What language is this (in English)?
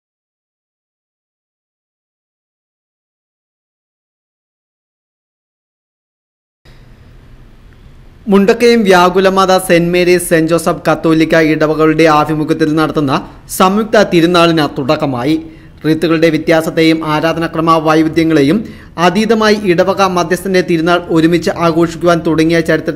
Malayalam